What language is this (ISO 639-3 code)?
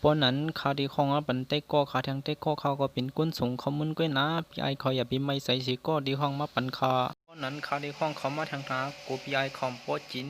shn